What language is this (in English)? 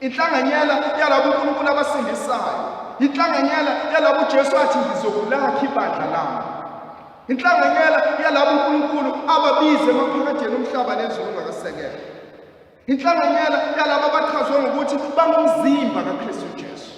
Zulu